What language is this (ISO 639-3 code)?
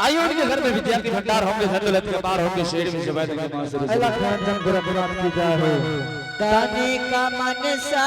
anp